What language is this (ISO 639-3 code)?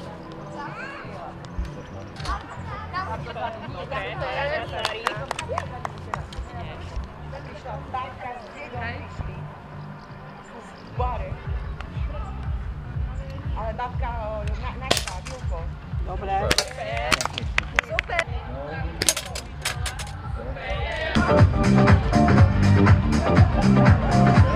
slk